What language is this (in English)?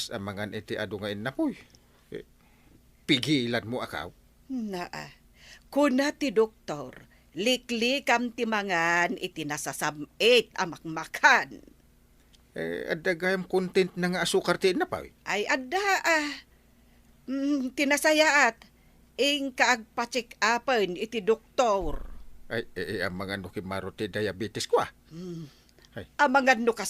Iloko